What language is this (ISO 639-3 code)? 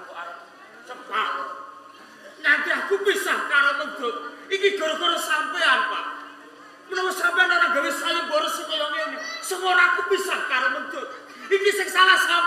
jav